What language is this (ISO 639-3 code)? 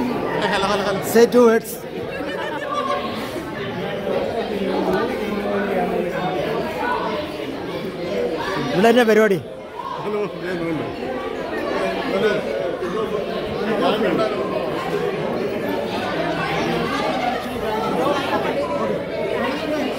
mal